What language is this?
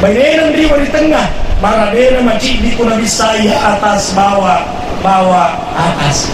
Buginese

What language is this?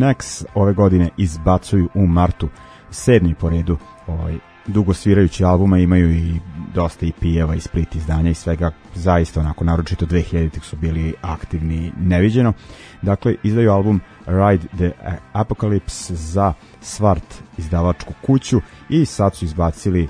Serbian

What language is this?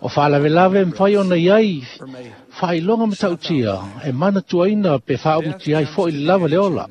Samoan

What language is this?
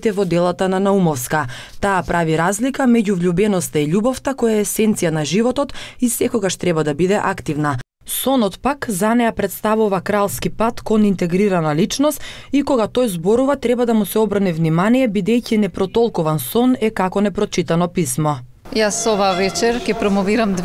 Macedonian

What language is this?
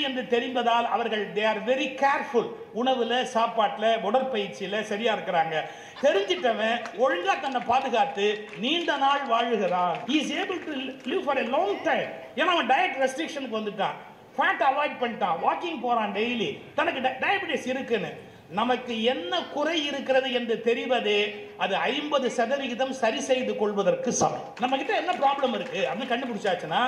Tamil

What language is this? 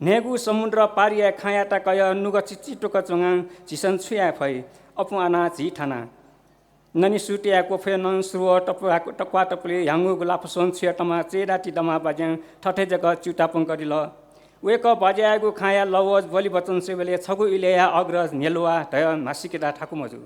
Newari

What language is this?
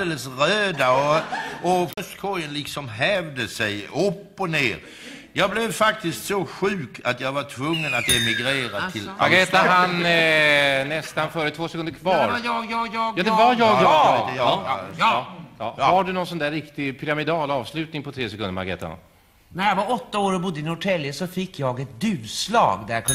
Swedish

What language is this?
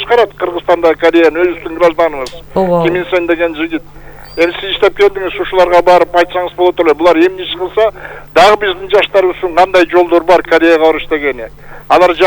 Kyrgyz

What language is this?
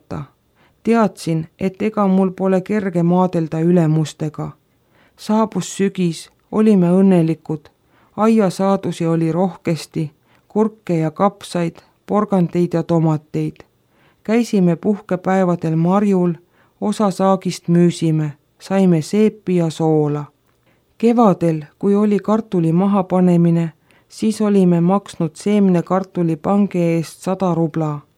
Estonian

